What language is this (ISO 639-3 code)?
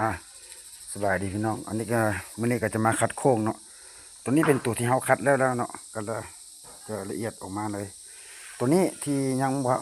lao